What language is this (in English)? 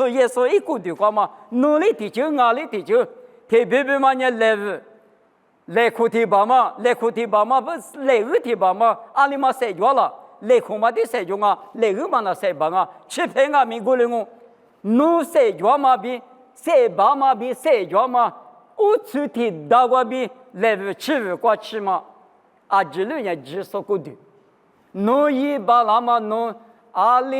Lisu